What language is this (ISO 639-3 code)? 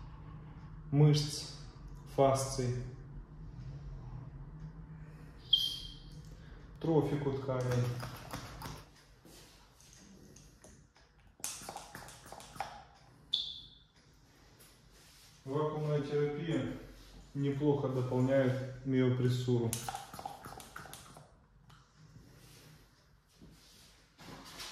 rus